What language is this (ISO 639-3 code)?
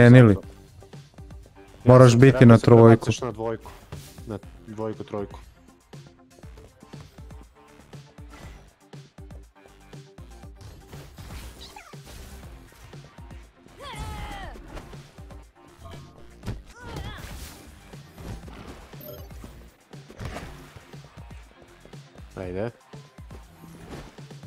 srp